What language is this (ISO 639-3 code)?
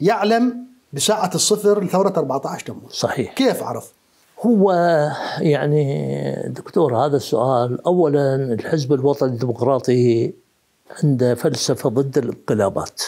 acm